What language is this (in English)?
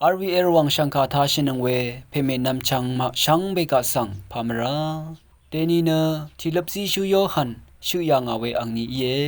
Rawang